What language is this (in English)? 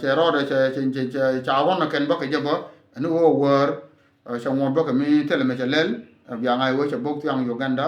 Nuer